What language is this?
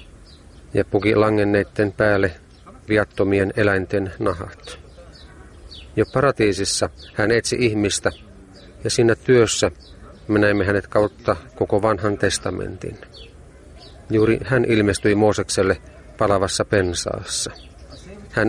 Finnish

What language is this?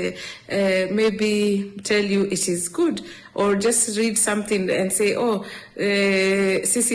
Kamba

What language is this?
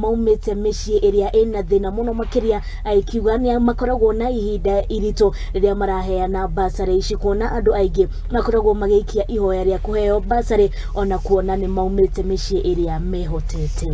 Kikuyu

